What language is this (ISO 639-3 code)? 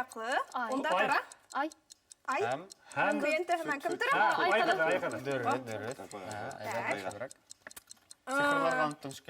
bak